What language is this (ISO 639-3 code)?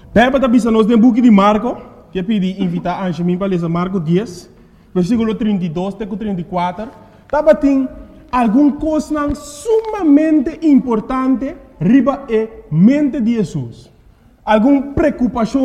pap